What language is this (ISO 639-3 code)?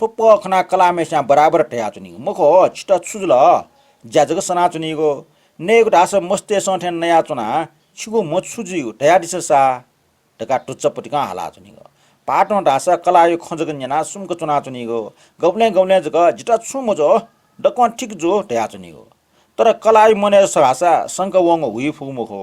new